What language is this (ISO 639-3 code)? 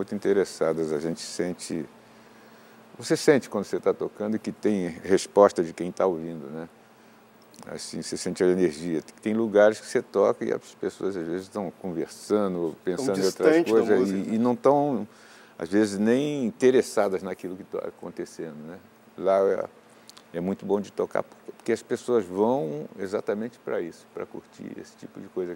por